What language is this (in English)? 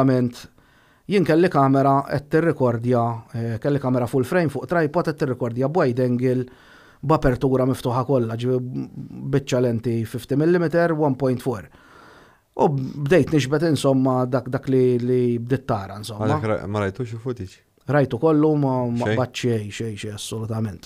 Maltese